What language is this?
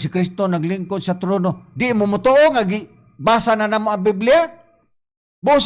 Cebuano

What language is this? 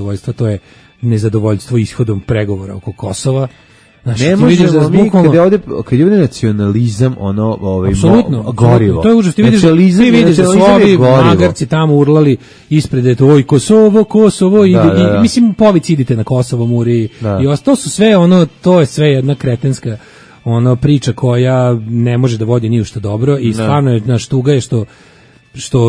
Serbian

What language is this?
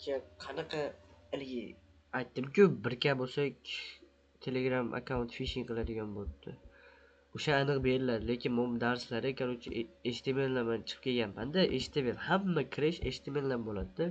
Uzbek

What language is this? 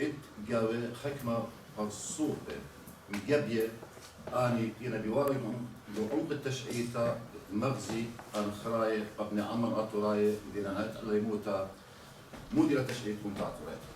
Assyrian Neo-Aramaic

